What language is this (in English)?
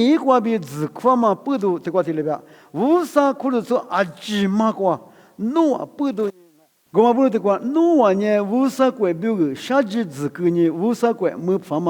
Lisu